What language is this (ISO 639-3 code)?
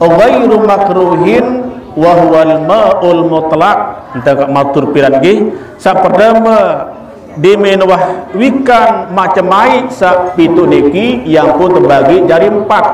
sas